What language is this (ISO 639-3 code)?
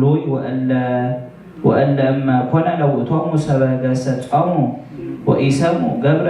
gez